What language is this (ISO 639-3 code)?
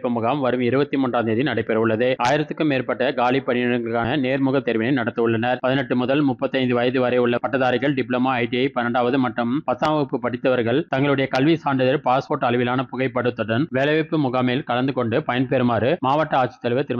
tam